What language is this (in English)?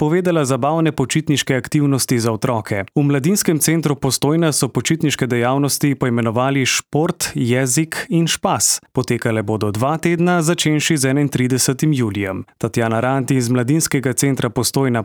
Slovenian